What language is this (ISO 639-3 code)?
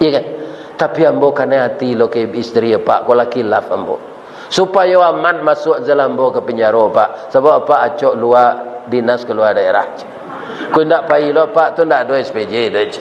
min